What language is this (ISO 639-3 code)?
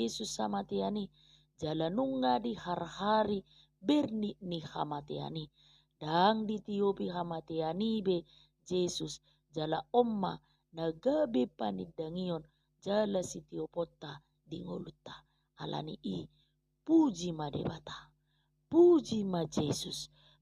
bbc